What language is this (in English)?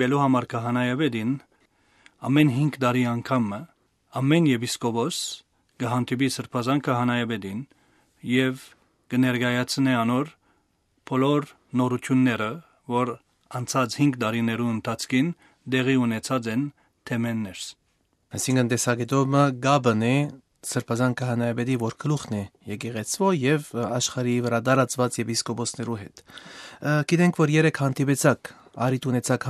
Western Armenian